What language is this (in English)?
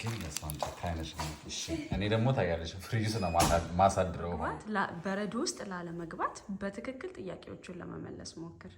Amharic